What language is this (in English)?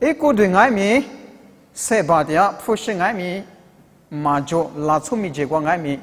Lisu